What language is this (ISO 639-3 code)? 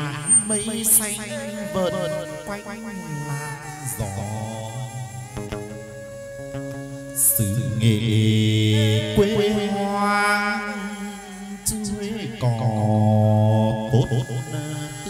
vie